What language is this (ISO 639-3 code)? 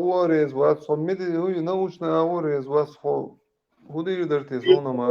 che